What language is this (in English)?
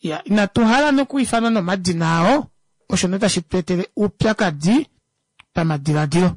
Kuanyama